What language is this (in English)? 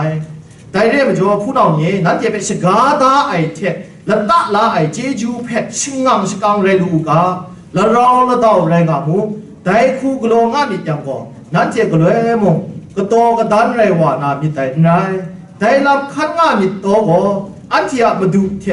Kachin